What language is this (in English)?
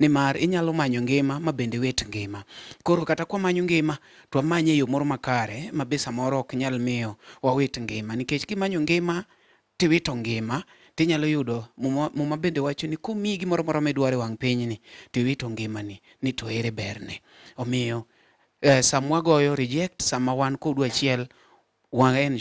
Luo (Kenya and Tanzania)